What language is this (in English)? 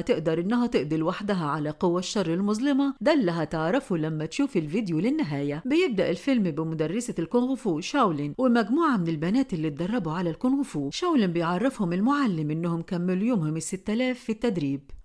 Egyptian Arabic